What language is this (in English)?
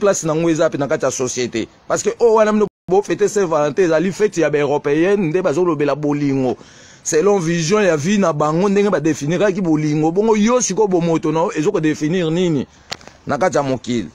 Lingala